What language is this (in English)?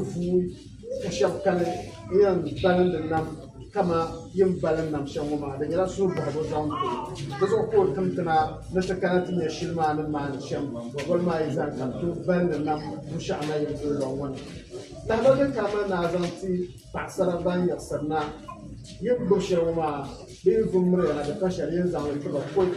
Dagbani